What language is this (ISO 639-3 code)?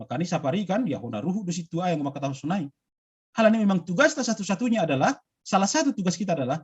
bts